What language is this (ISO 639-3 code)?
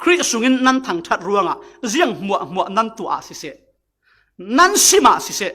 cfm